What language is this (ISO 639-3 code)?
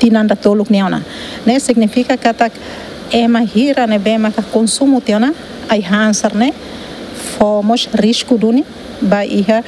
tet